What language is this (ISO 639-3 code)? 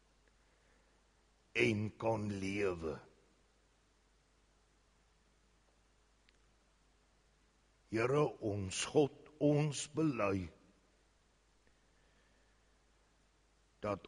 afr